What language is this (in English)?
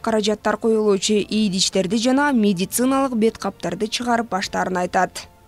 Kyrgyz